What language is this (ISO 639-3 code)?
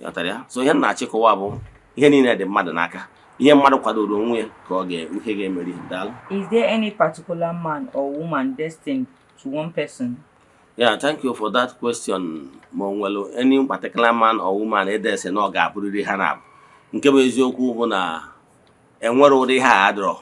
ibo